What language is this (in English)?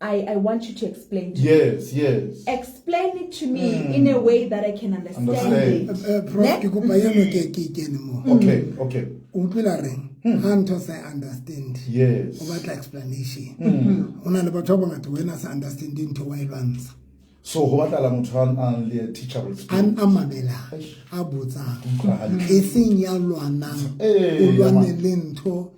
Southern Sotho